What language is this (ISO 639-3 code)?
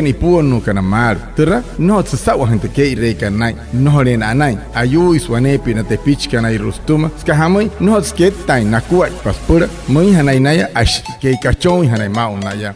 guc